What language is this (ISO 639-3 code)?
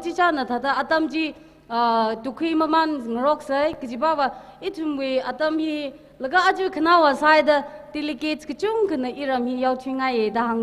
nmf